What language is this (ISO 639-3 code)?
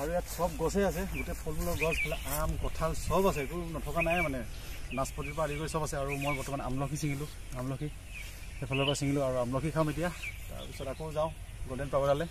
asm